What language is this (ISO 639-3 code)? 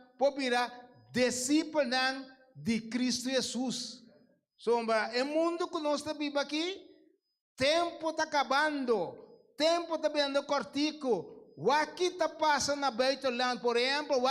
pap